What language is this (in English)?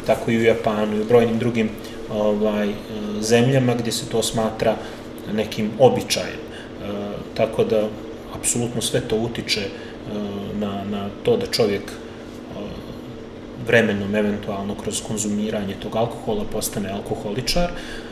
Serbian